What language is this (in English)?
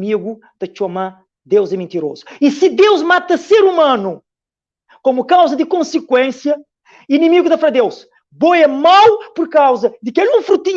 Kabuverdianu